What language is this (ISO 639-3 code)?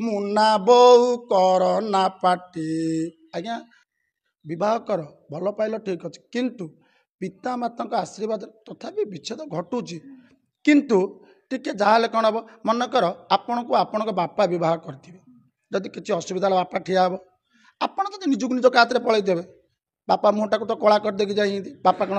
ori